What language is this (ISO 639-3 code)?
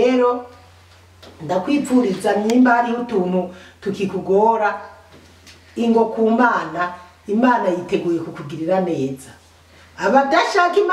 run